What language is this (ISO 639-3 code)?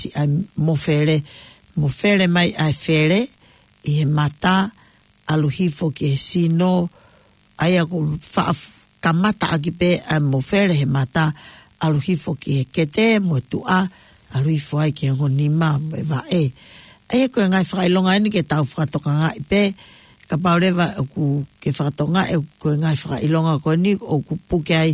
ton